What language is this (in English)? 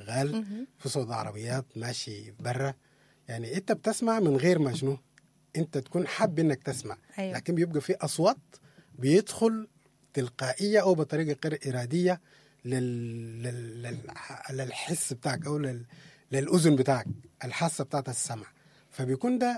Sudanese Arabic